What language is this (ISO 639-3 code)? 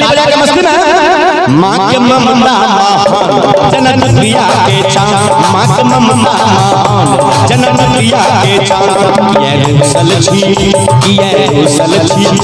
mai